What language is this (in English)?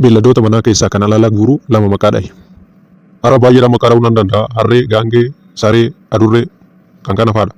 Oromo